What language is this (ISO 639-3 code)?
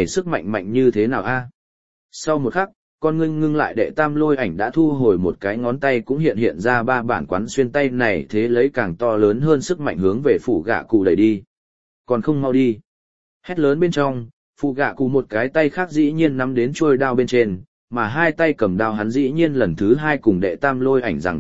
vie